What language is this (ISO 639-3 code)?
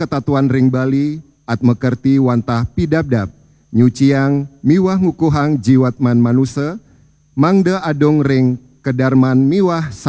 ban